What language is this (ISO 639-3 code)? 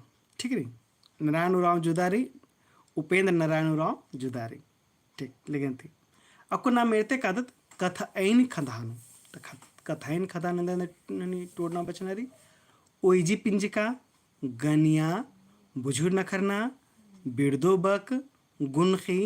kru